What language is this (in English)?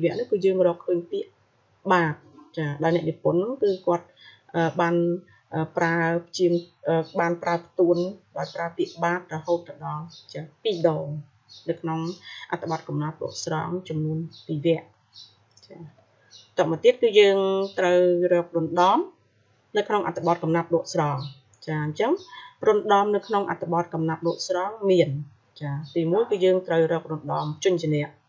Khmer